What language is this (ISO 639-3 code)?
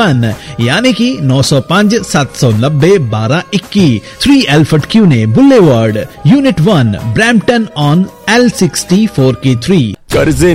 pan